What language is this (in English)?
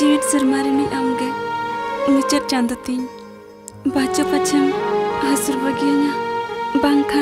Santali